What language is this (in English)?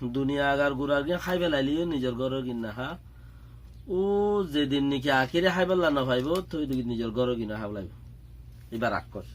Rohingya